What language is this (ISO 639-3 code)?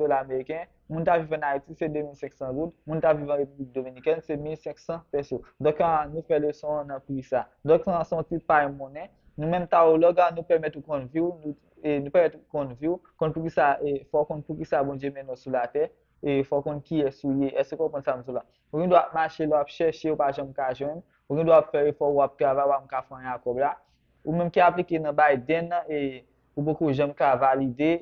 hat